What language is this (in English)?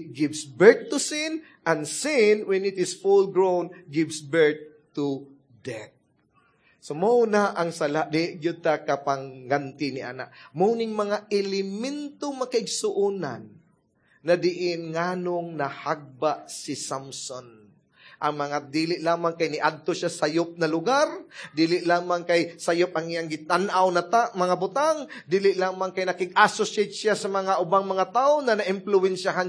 Cebuano